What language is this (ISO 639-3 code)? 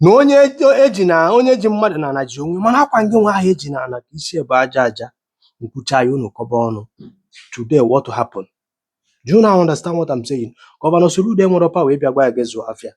ibo